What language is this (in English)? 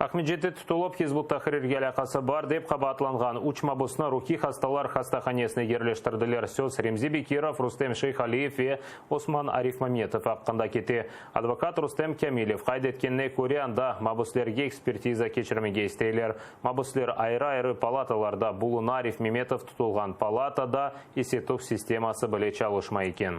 Crimean Tatar